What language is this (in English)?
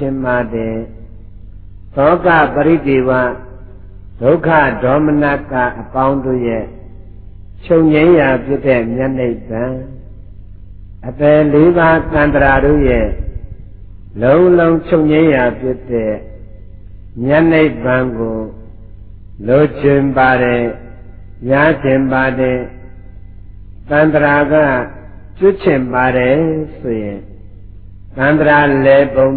Burmese